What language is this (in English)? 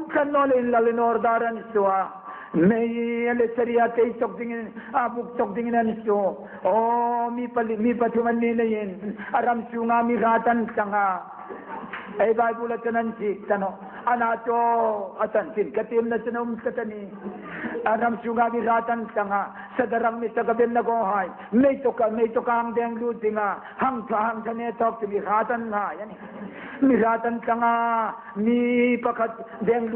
Hmar